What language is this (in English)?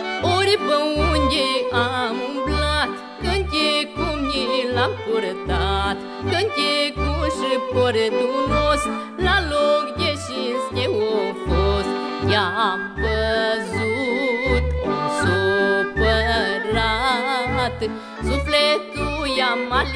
Romanian